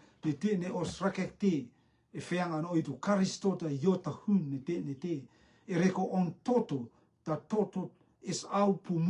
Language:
Rotuman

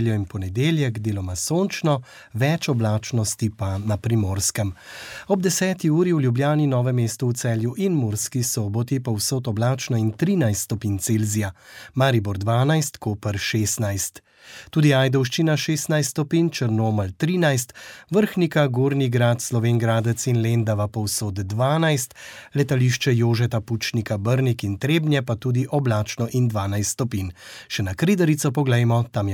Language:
Slovenian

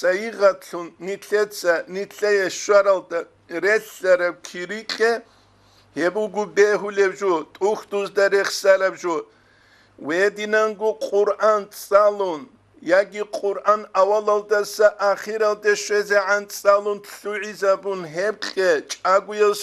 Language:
Avaric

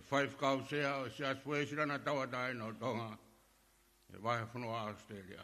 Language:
Tongan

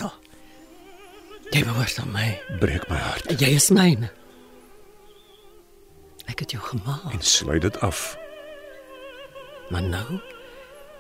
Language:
Afrikaans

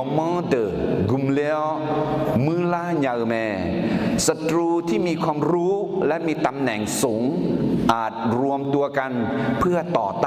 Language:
Akha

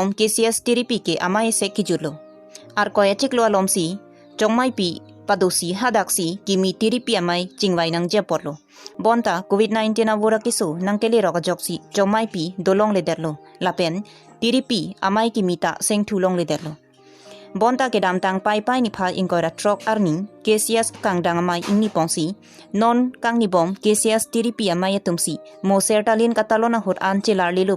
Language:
Karbi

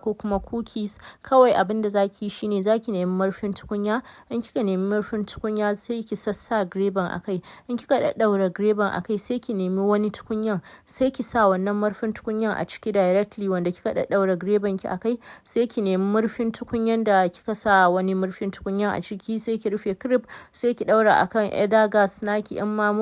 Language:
Hausa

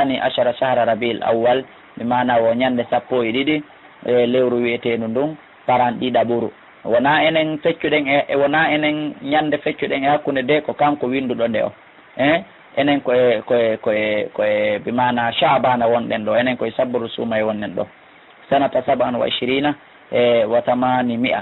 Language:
Fula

